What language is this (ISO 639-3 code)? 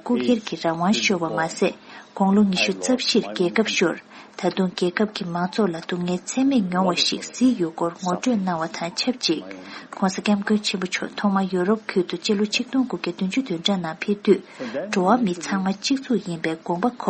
bod